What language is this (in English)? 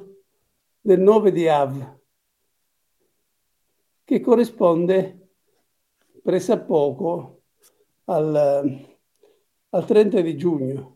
Italian